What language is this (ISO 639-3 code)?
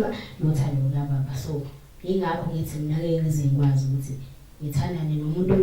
zul